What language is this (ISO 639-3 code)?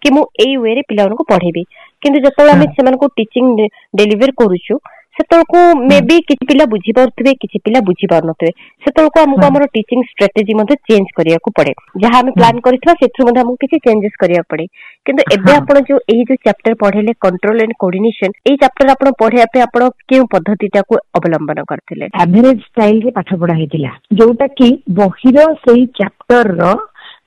ori